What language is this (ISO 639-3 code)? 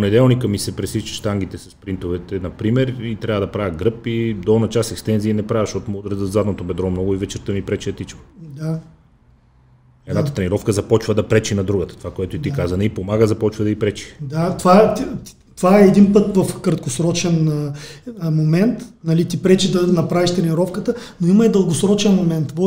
bul